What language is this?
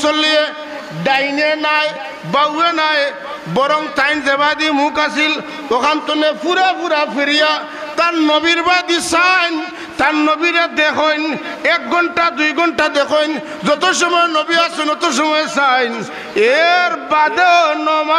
Sylheti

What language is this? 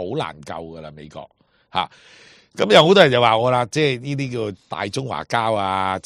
Cantonese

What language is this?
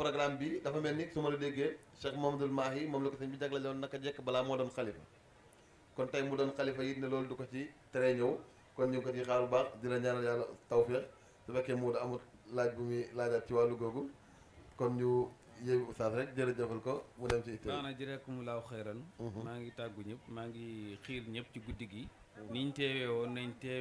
Wolof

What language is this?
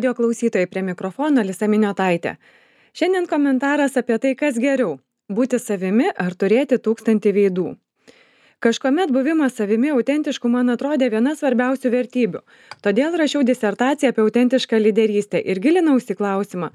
Lithuanian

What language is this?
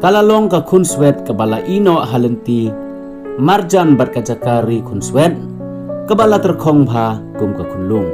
Khasi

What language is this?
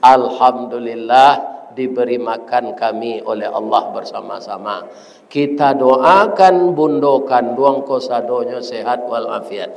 Minangkabau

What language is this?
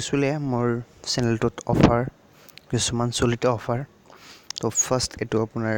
Assamese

